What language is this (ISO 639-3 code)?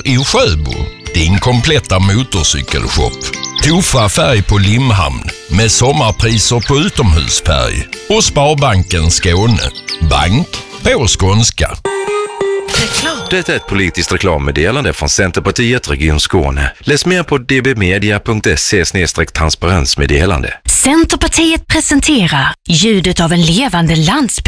swe